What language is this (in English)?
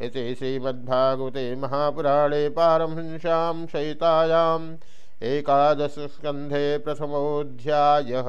Sanskrit